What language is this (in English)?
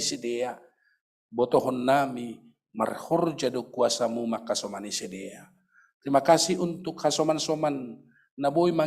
Batak Simalungun